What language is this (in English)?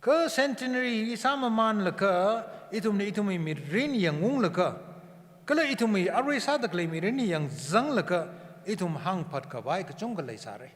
Tangkhul Naga (India)